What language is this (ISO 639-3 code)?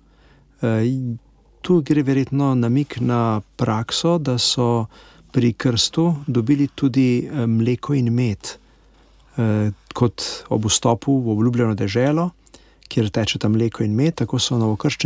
slv